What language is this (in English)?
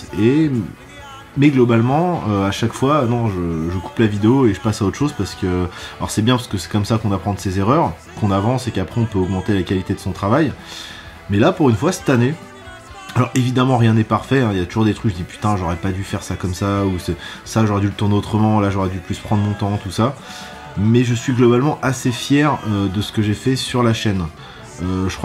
French